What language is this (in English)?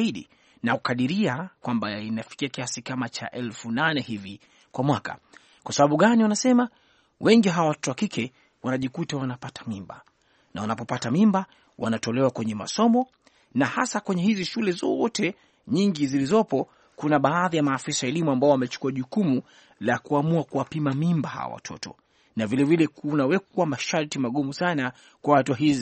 Swahili